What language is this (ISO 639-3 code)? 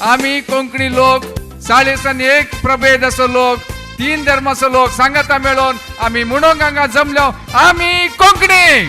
kok